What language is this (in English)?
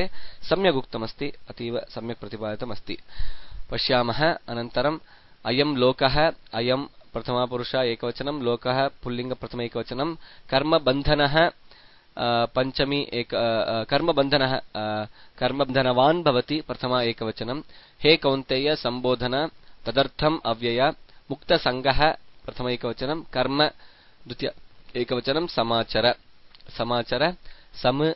Sanskrit